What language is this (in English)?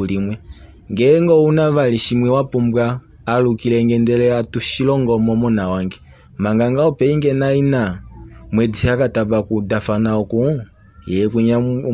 Kuanyama